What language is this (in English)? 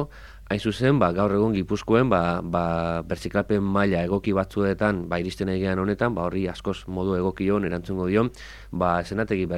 Basque